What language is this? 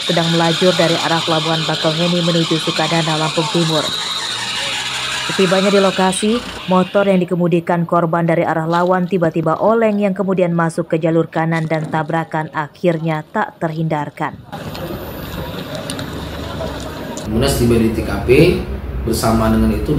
Indonesian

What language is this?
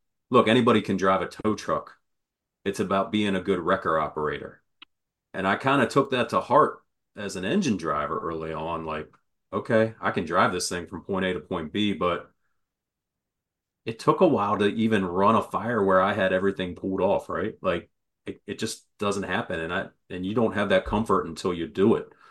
English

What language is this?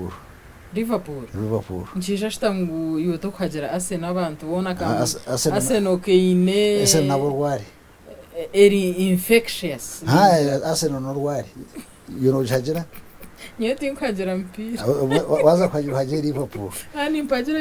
Nyankole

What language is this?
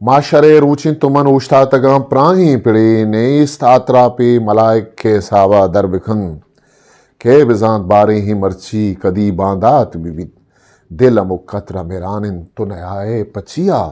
Eastern Balochi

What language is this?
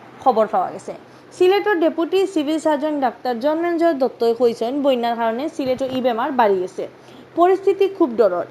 Sylheti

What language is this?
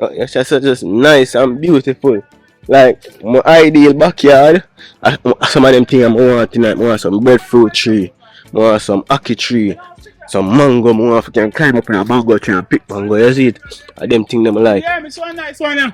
Jamaican Creole English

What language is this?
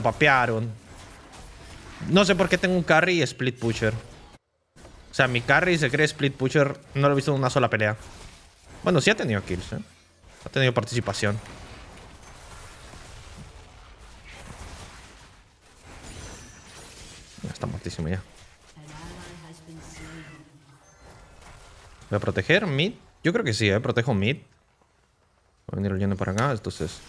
Spanish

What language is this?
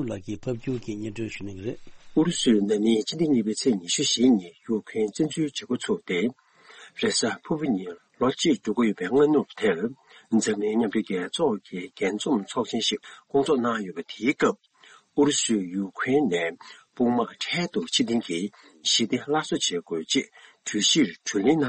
Tibetan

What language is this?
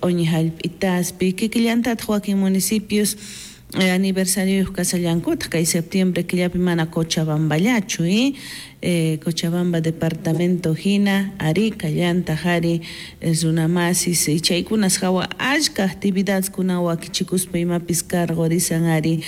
South Bolivian Quechua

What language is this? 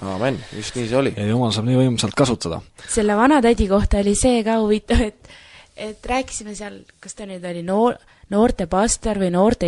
Estonian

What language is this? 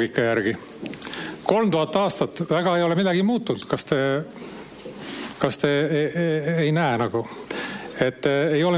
Estonian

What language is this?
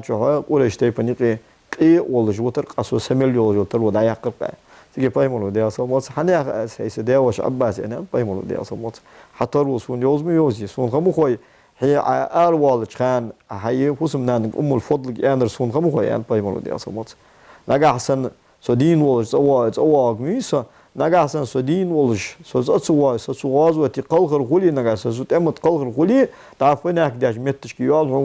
Ingush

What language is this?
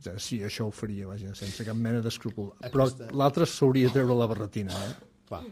Catalan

